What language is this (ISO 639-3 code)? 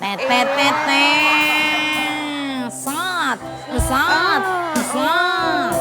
mui